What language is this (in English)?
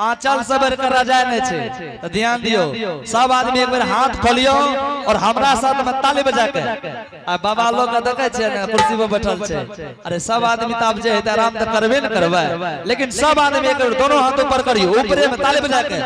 Angika